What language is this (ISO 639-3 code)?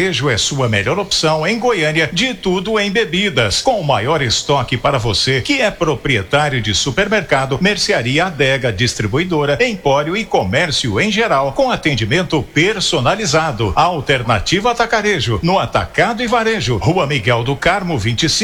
por